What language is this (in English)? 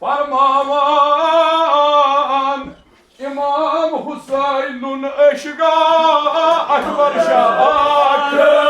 Kashmiri